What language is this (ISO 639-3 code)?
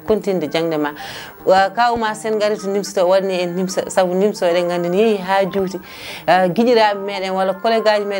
ful